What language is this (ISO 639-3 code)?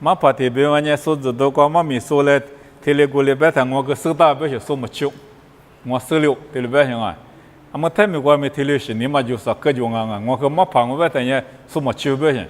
lis